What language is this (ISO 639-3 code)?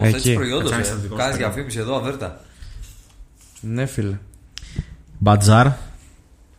ell